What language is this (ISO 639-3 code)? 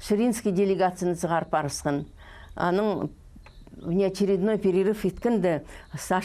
kjh